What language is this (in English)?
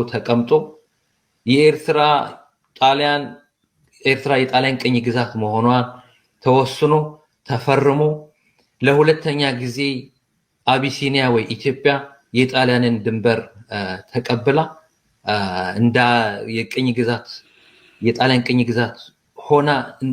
Amharic